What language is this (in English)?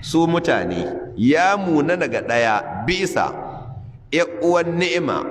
Hausa